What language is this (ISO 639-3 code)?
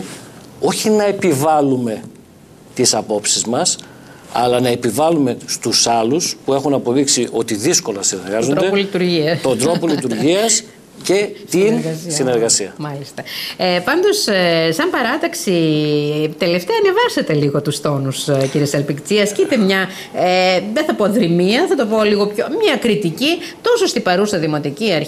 ell